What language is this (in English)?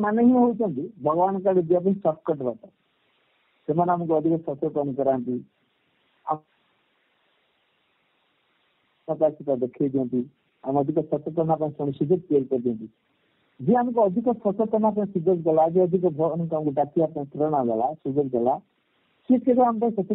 Odia